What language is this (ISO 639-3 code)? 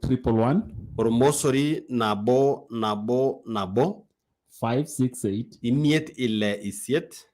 mas